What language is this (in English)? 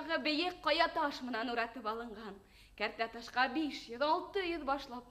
Bashkir